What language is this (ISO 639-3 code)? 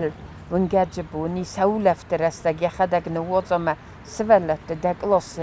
oss